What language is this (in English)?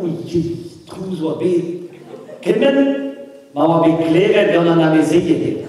Breton